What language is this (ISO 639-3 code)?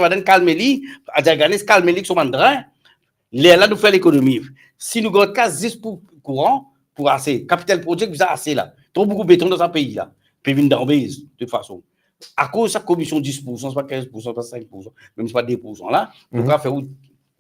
mfe